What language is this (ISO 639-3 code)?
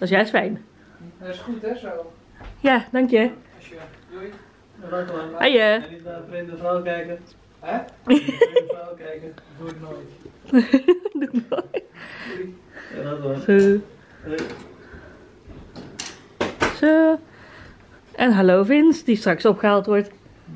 nld